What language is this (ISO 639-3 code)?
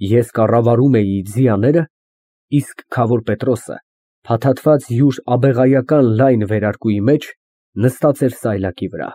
hye